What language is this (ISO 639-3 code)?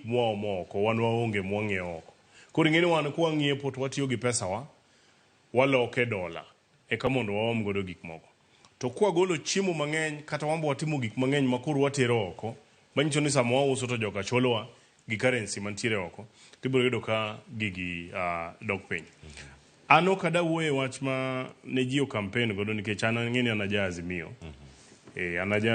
luo